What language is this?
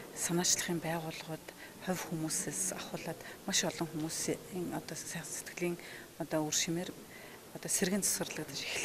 Mongolian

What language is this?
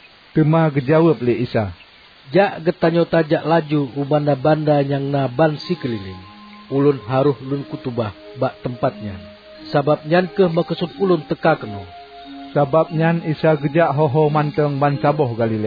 Achinese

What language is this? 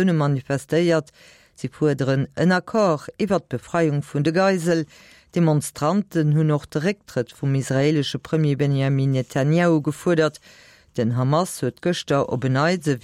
Luxembourgish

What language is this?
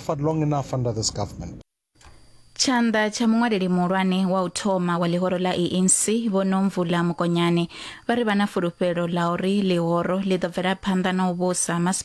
Venda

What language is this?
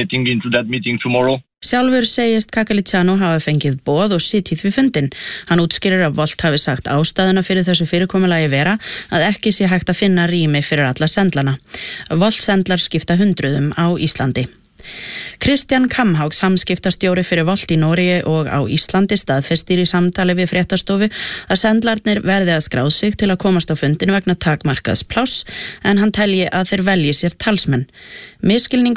Icelandic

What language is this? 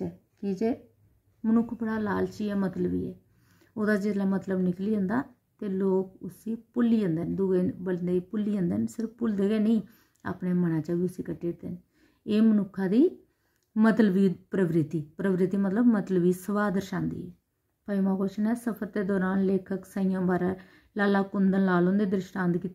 Dogri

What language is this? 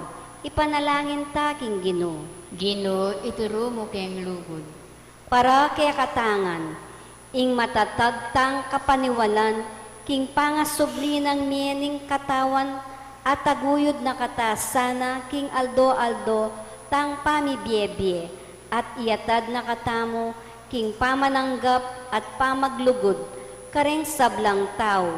Pampanga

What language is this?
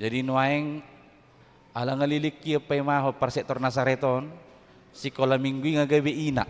Batak Toba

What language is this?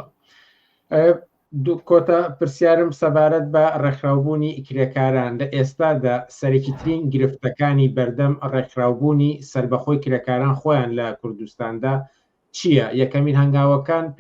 Central Kurdish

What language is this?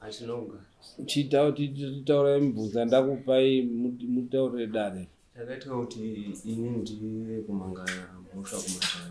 Shona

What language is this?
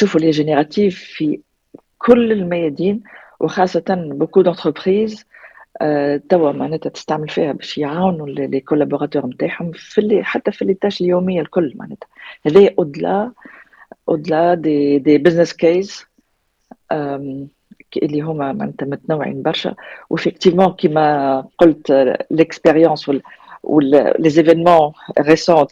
Tunisian Arabic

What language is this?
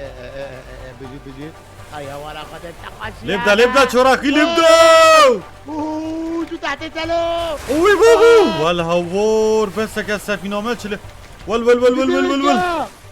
Kurdish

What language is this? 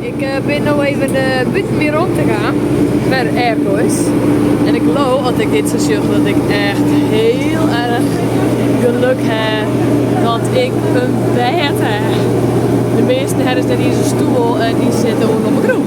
Western Frisian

